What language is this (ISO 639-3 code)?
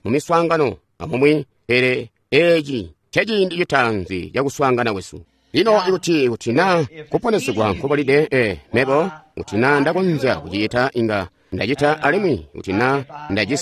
toi